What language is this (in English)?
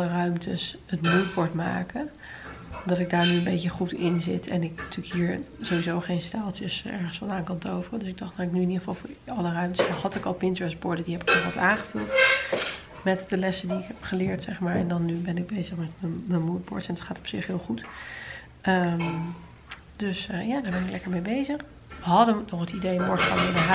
Dutch